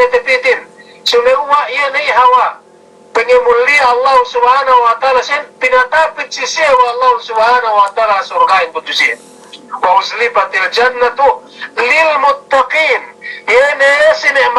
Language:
Yakan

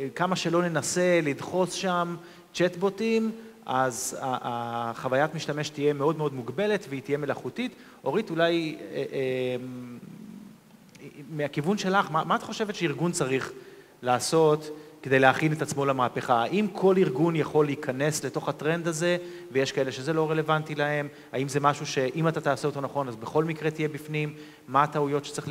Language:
Hebrew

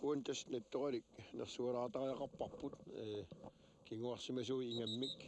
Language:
Kalaallisut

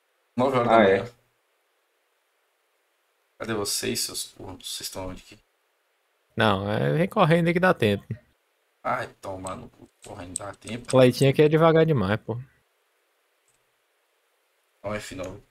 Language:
Portuguese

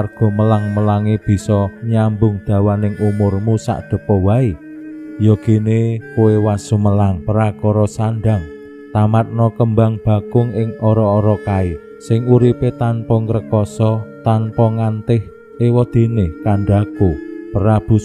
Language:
Javanese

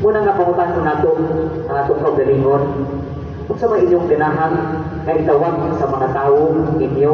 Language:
Cebuano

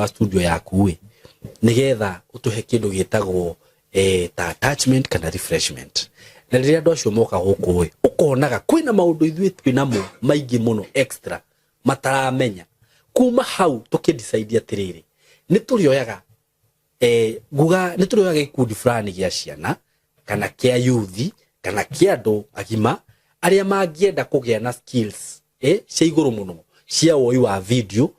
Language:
Kikuyu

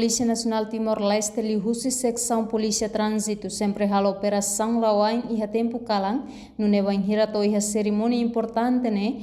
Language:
Tetum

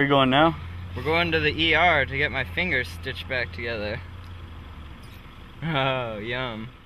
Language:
English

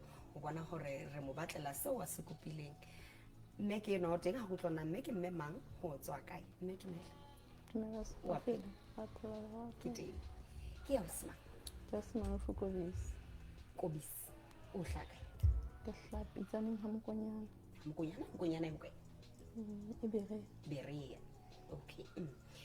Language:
Southern Sotho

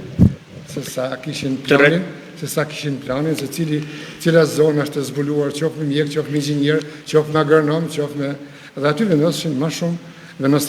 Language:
Albanian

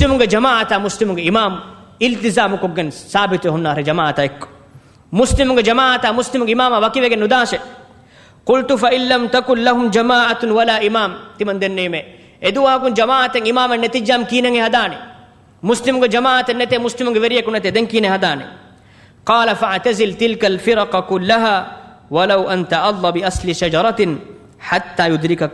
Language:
Divehi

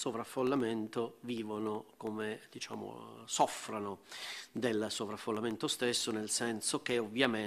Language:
Italian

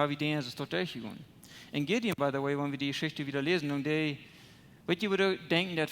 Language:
Plautdietsch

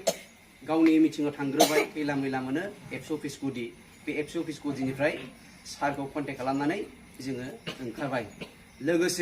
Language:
Bodo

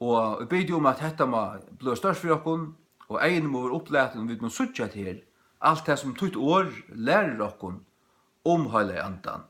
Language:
Faroese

